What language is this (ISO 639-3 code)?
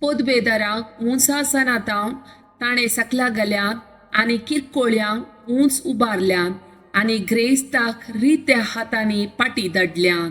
kok